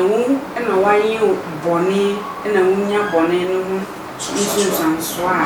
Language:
Akan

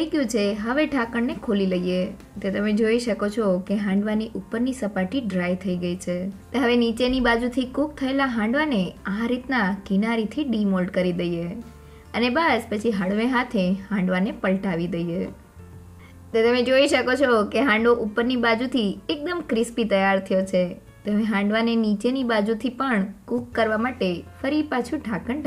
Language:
Gujarati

